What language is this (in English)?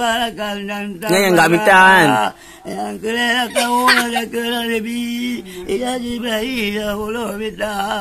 Achinese